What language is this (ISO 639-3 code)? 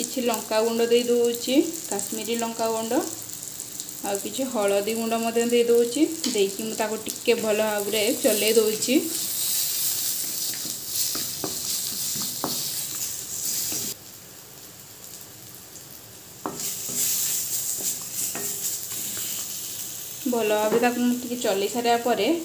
ori